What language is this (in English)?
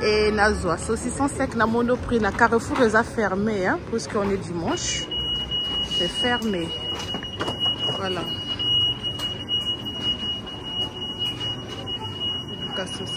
French